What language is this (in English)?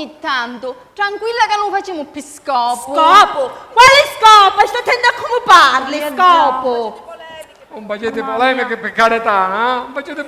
Sicilian